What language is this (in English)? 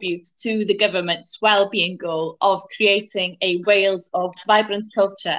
English